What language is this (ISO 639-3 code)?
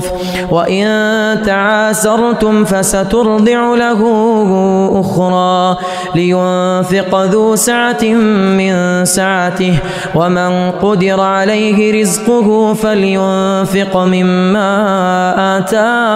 ara